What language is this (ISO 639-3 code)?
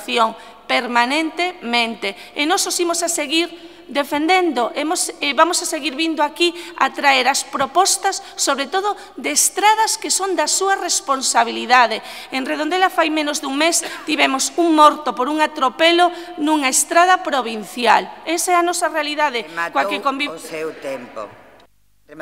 glg